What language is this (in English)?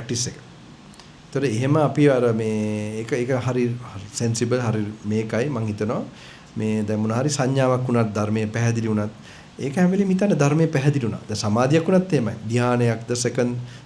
Sinhala